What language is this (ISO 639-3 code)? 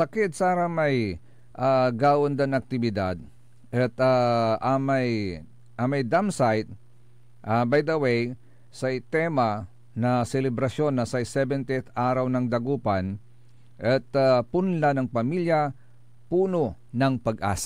pag